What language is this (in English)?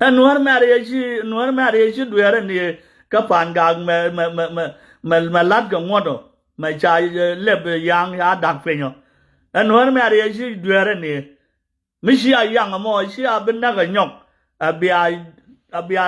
Nuer